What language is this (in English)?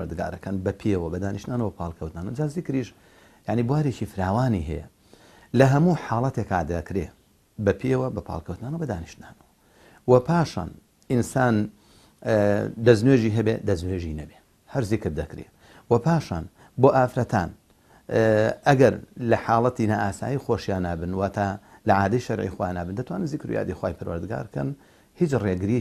Central Kurdish